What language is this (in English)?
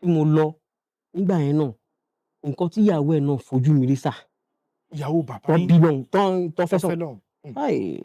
Yoruba